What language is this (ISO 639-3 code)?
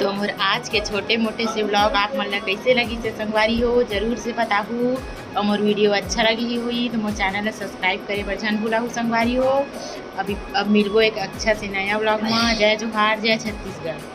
hne